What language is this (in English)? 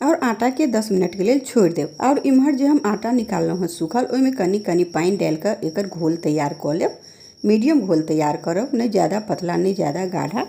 Maithili